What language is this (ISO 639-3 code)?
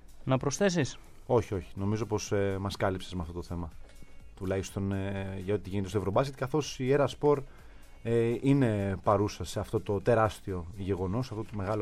ell